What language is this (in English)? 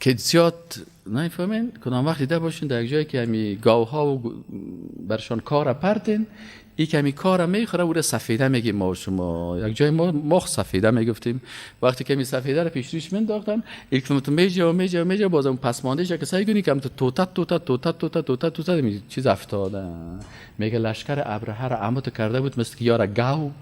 Persian